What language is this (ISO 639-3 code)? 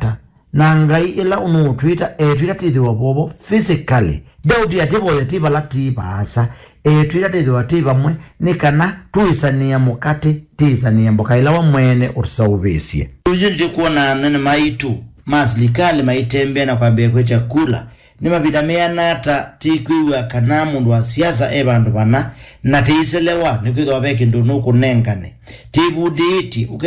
kam